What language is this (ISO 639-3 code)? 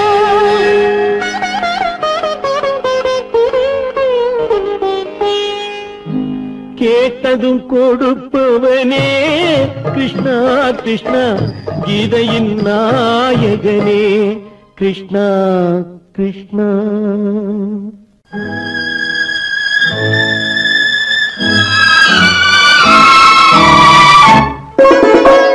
tam